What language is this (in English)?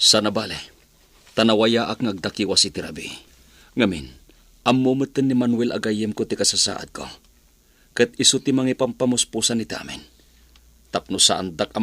Iloko